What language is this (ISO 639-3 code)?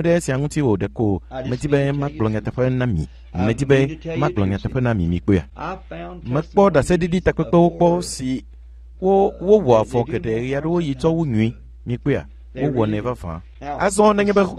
ewe